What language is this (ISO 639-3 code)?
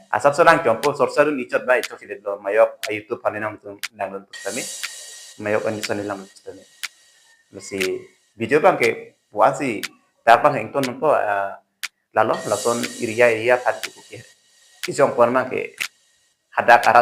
mjw